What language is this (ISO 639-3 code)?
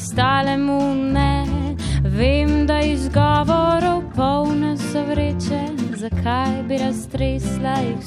slv